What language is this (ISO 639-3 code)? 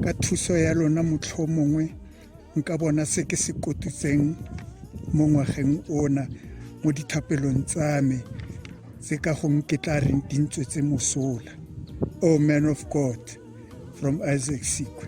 tsn